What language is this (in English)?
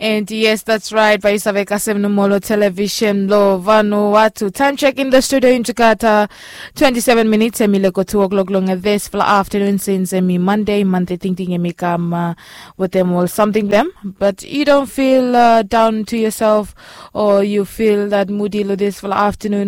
Bislama